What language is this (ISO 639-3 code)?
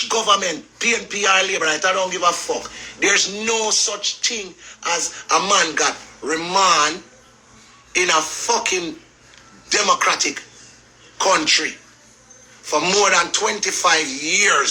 jam